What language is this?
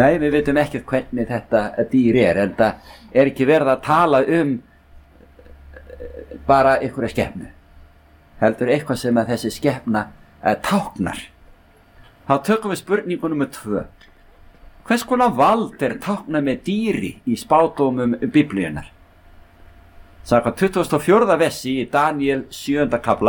Icelandic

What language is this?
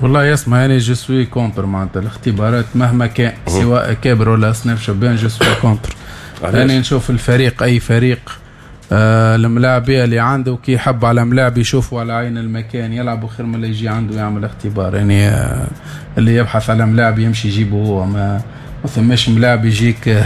Tunisian Arabic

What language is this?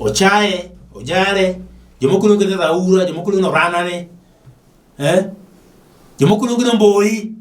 Luo (Kenya and Tanzania)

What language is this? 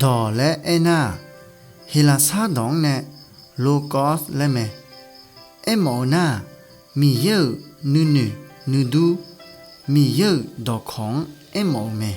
Akha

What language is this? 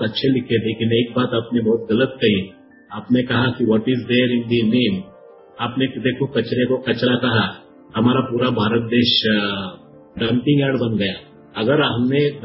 Hindi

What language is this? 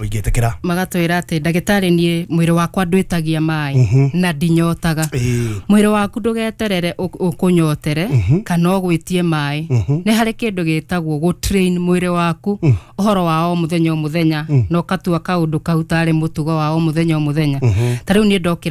Kikuyu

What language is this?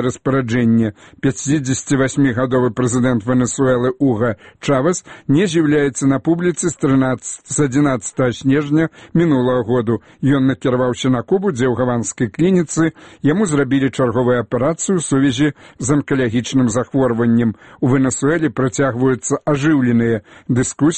Belarusian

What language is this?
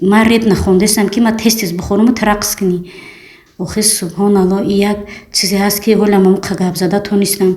Tajik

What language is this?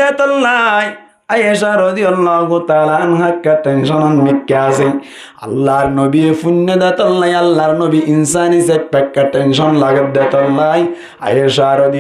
Rohingya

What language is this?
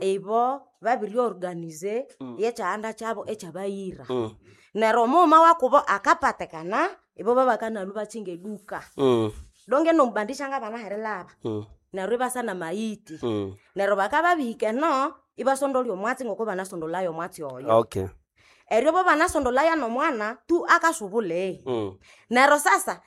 Nande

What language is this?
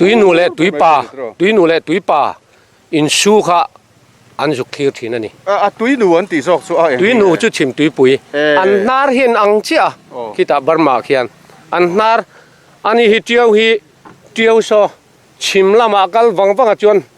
Mizo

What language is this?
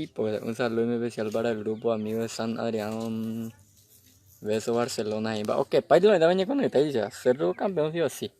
Guarani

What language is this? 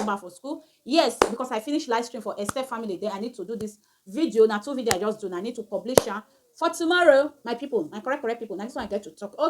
Nigerian Pidgin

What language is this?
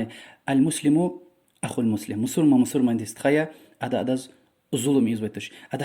Lezghian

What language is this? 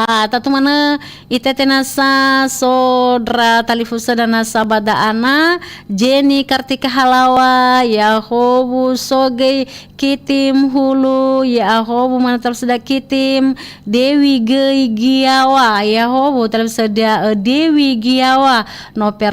Nias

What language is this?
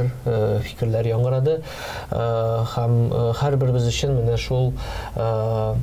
Tatar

